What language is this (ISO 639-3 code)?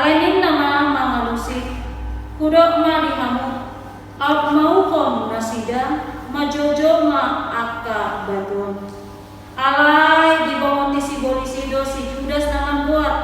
bbc